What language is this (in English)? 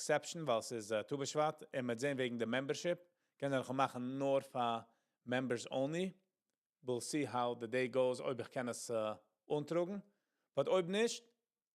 Yiddish